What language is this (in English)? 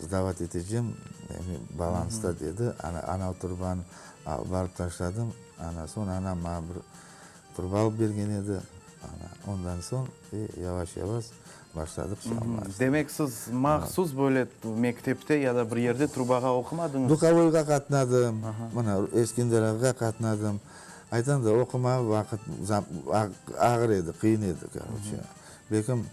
Crimean Tatar